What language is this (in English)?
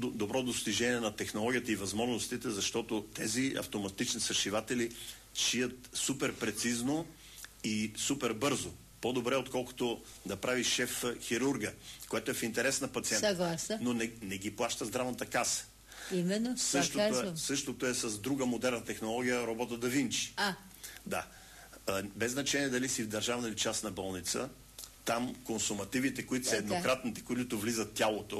Bulgarian